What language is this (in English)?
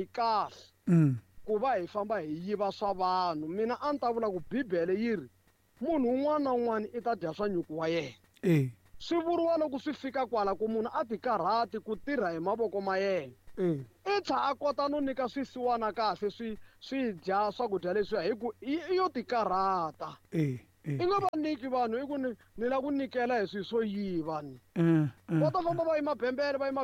Tsonga